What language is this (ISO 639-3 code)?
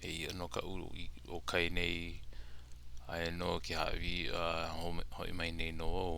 haw